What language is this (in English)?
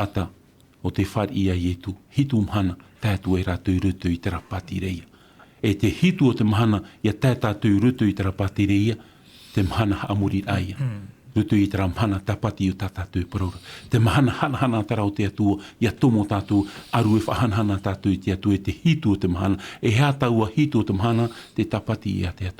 Tahitian